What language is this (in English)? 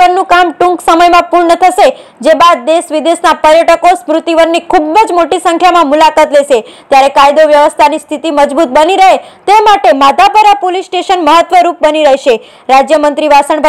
Gujarati